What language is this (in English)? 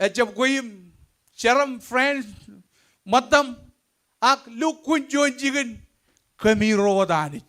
Marshallese